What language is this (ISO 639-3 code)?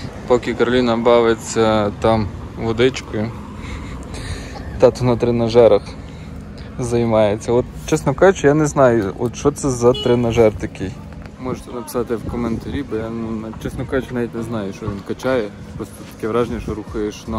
ukr